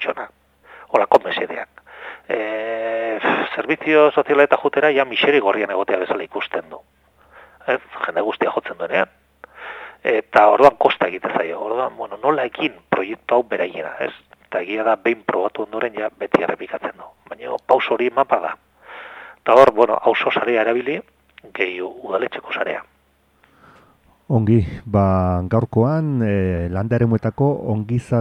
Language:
Basque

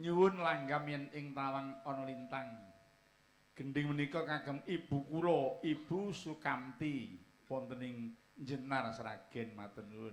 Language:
Javanese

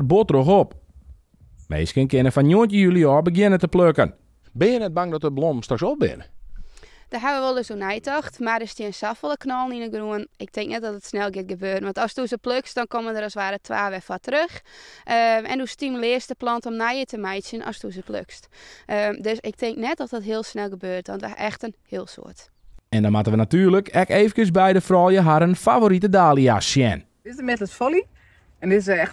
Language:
Western Frisian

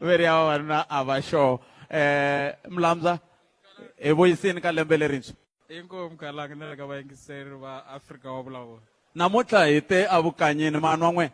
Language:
Tsonga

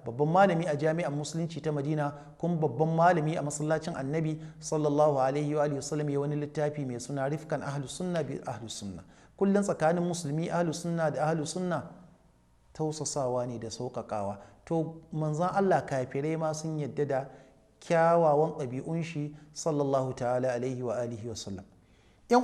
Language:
Hausa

